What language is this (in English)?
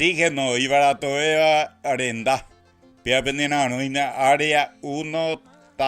Guarani